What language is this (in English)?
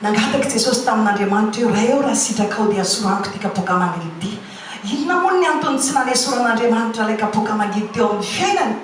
Malagasy